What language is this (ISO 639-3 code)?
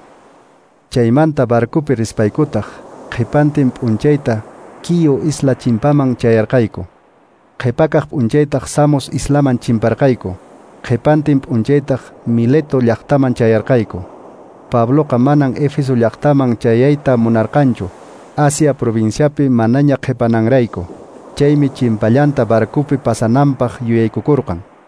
que